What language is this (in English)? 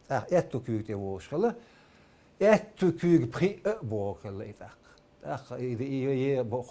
Chechen